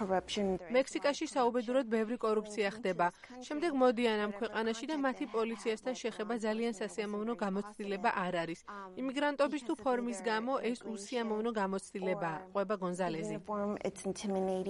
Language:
Georgian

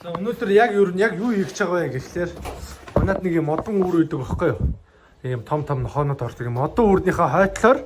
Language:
Mongolian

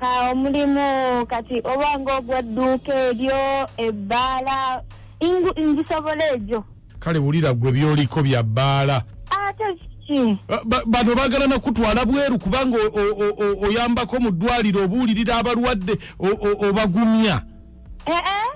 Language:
Ganda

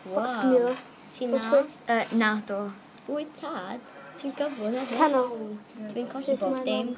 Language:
Welsh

